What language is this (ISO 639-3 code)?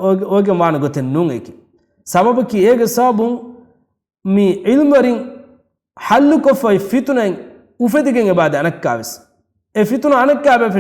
div